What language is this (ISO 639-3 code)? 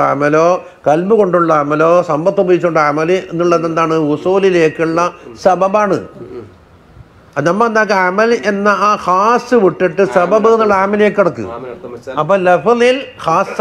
mal